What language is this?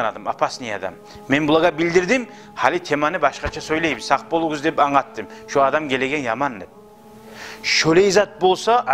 Kumyk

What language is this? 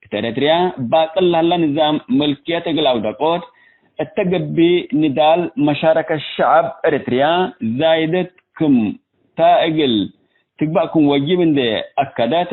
Tigre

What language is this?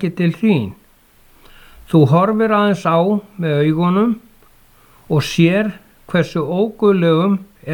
Icelandic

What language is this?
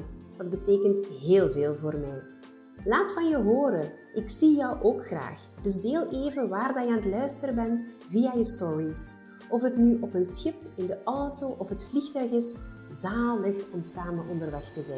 Dutch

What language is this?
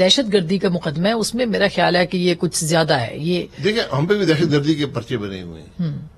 Urdu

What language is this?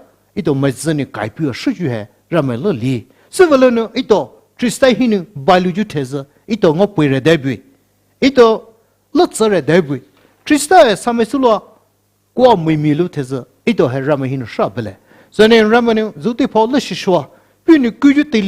Poumei Naga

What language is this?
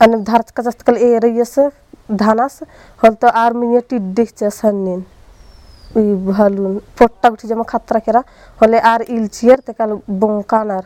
Kurukh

